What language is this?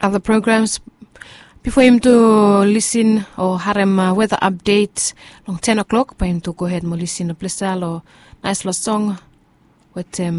Bislama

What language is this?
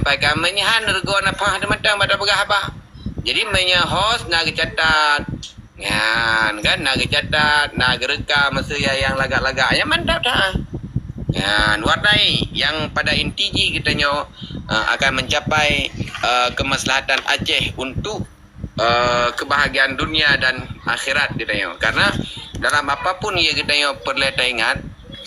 Achinese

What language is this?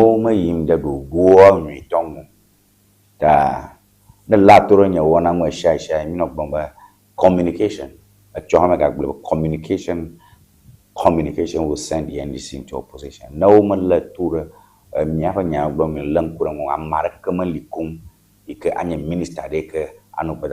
Ewe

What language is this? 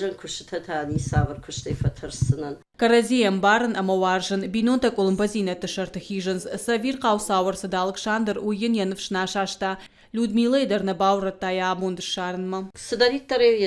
Ossetic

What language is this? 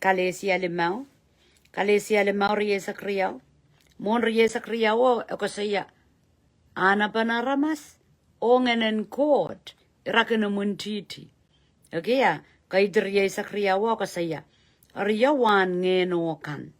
Pohnpeian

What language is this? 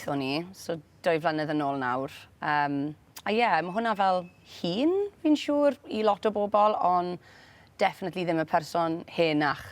Welsh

